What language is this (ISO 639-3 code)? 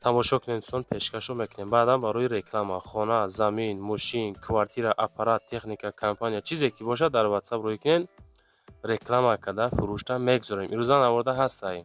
tgk